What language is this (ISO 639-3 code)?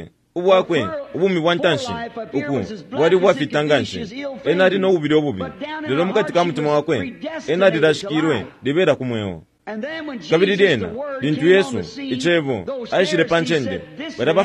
bem